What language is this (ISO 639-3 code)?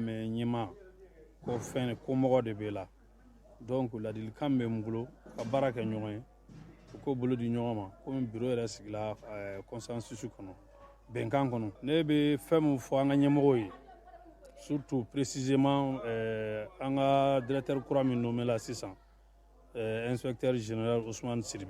bam